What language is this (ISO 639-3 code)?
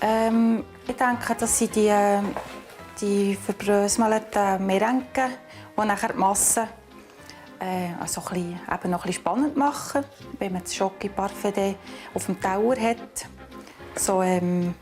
gsw